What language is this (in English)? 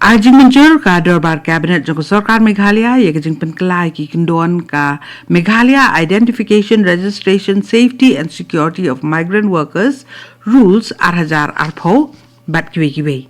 Khasi